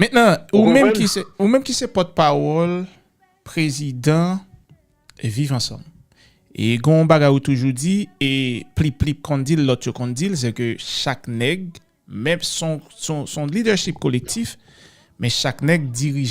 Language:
Haitian Creole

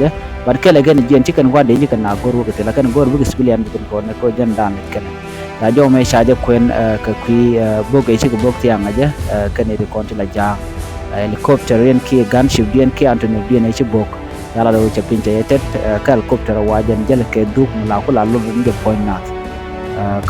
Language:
Nuer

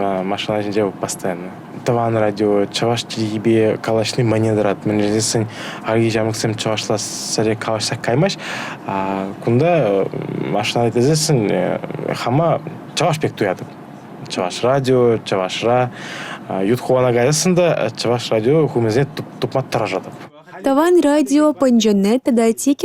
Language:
Chuvash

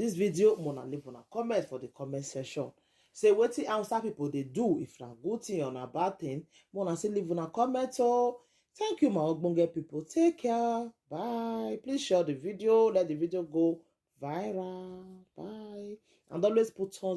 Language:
Nigerian Pidgin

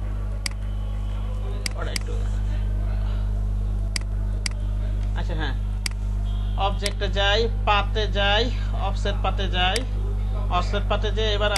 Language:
Bangla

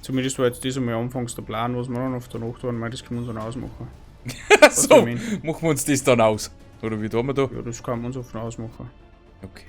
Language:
Bavarian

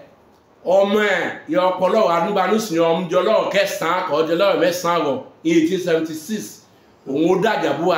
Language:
Yoruba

